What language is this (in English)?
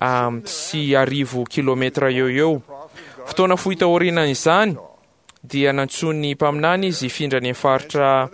Malagasy